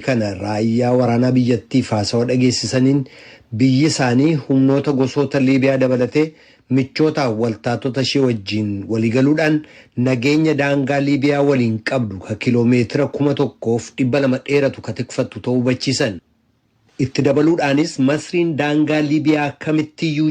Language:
Oromo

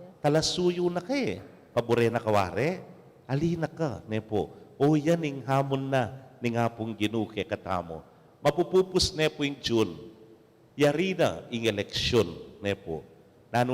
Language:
Pampanga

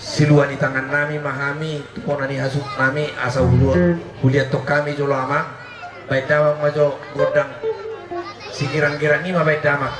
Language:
Batak Toba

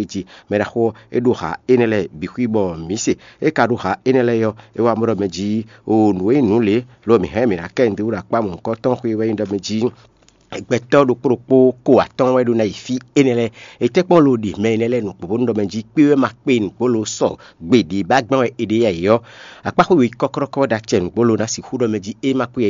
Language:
Fon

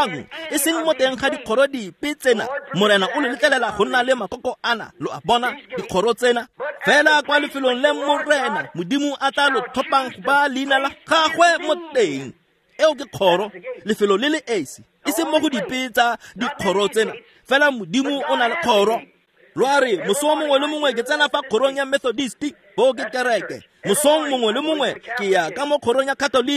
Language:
Tswana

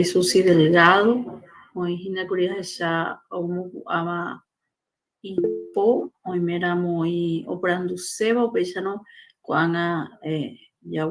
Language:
Guarani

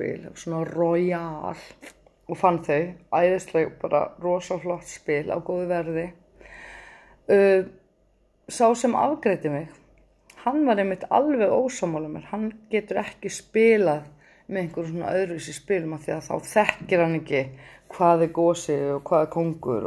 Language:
Icelandic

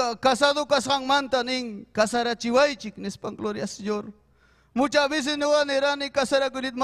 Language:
Ayacucho Quechua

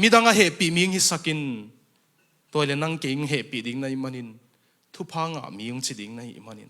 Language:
Tedim Chin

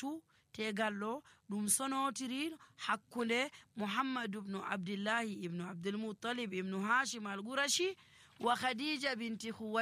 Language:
Nigerian Fulfulde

